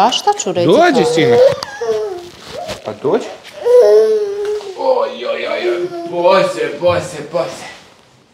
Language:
Croatian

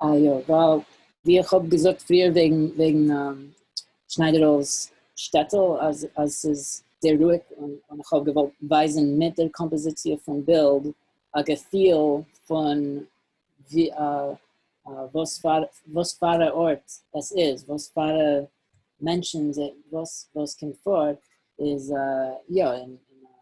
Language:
Yiddish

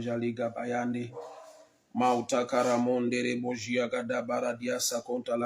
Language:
Shona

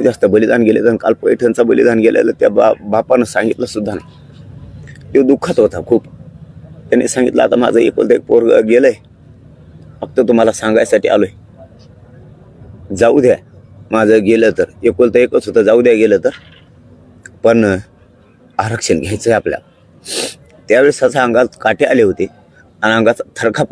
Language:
Marathi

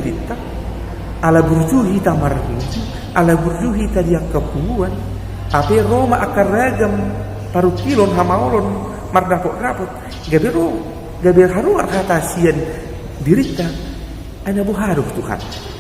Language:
Batak Toba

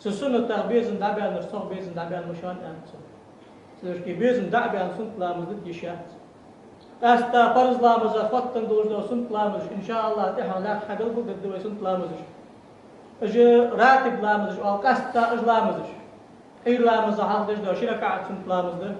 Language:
Ingush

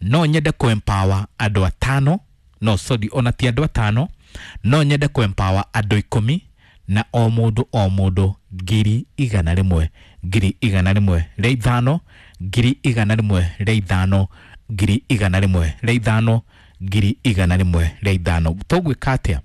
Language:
Kikuyu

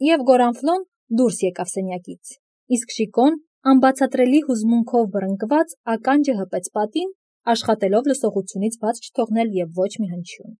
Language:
Armenian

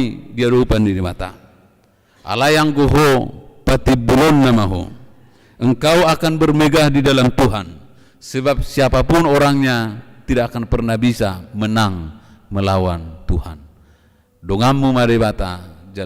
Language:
Batak Toba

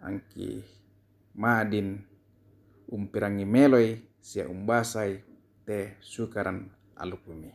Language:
Toraja-Sa'dan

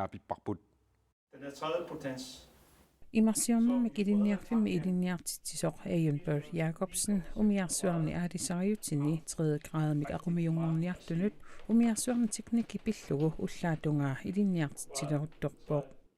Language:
Kalaallisut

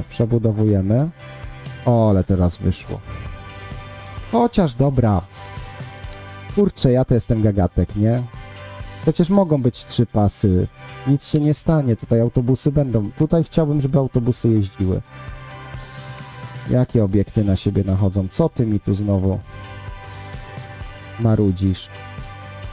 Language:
Polish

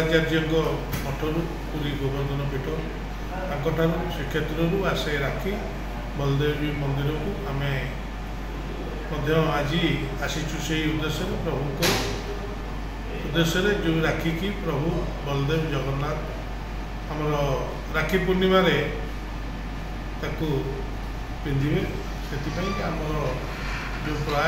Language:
Odia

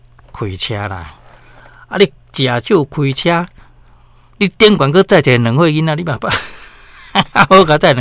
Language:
Min Nan Chinese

